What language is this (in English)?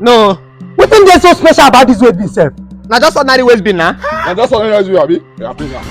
Nigerian Pidgin